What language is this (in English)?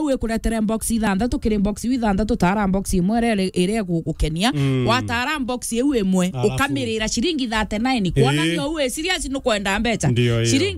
Meru